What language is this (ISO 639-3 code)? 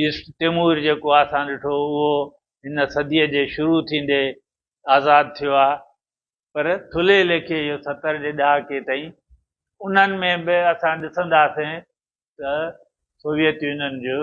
snd